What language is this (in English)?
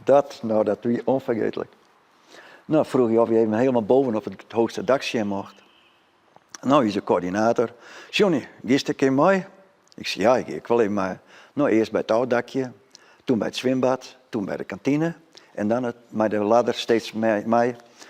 Western Frisian